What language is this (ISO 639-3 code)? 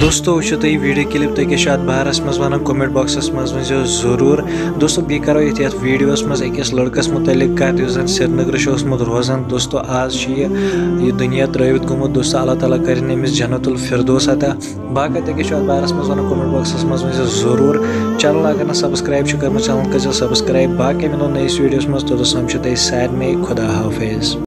kas